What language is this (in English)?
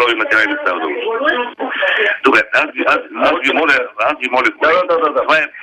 Bulgarian